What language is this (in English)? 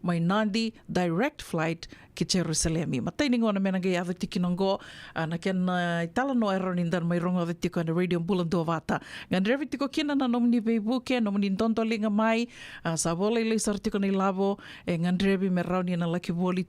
Fijian